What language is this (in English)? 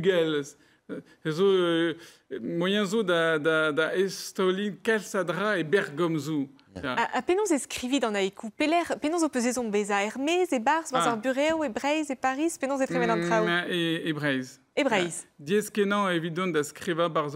Breton